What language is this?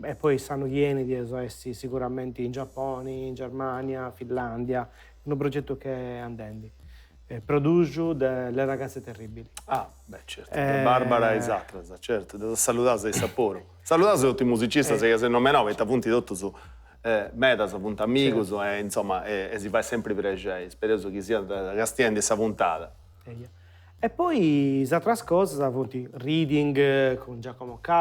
Sardinian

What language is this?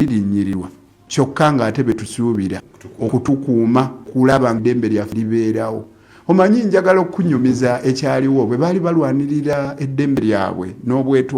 Ganda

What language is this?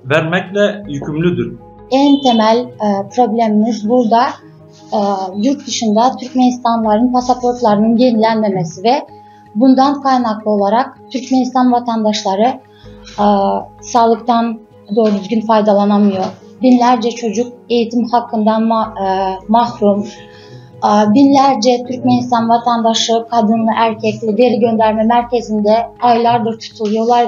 Turkmen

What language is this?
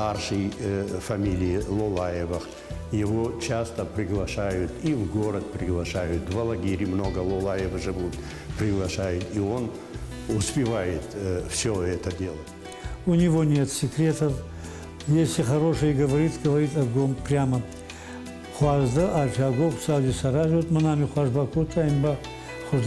Ossetic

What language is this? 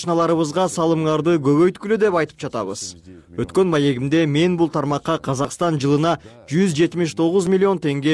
Kyrgyz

